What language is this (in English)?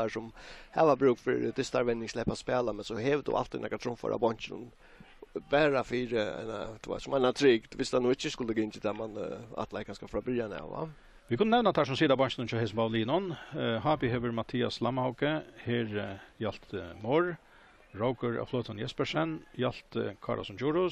Faroese